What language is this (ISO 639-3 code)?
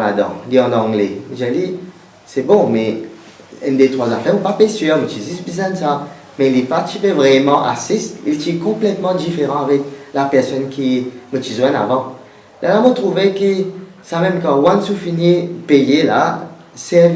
mfe